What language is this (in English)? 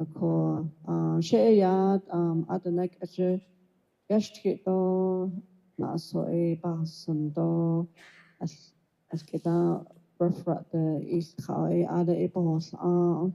Navajo